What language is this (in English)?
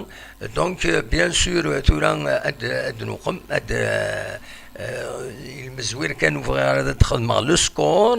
Kabyle